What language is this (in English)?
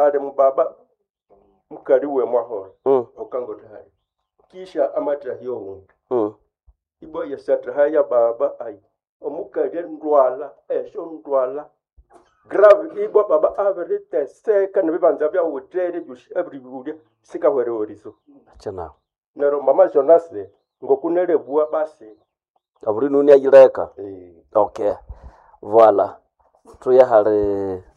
Nande